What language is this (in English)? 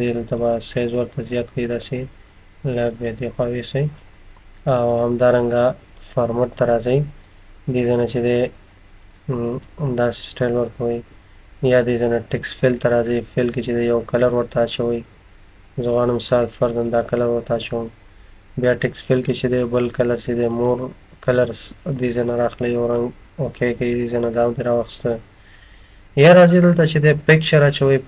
Pashto